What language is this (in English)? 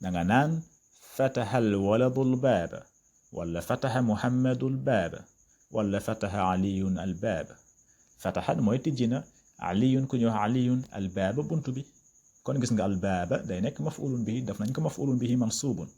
Wolof